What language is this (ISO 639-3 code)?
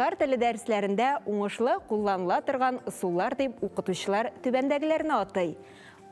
tat